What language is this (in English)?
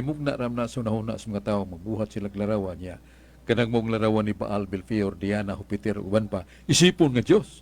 Cebuano